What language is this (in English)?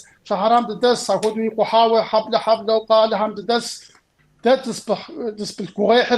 Kabardian